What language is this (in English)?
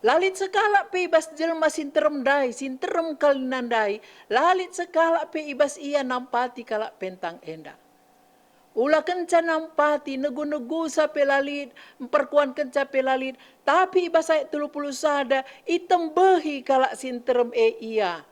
Batak Karo